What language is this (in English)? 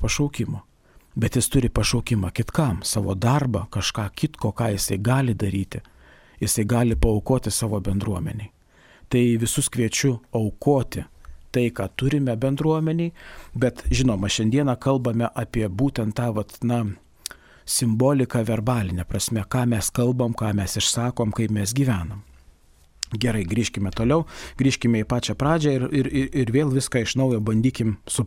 Lithuanian